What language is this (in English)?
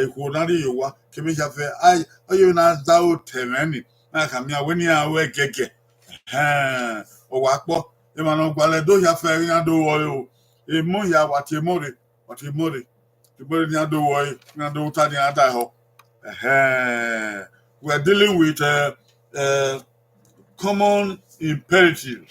Bini